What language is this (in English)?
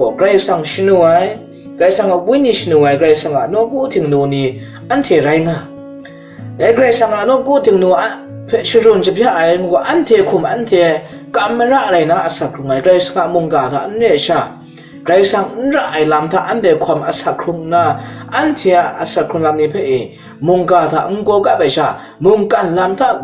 Kachin